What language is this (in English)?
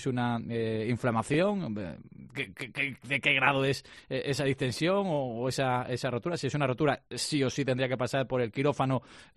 Spanish